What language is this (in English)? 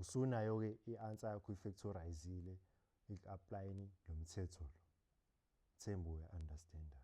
Zulu